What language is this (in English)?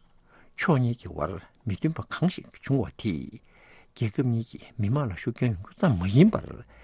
Tibetan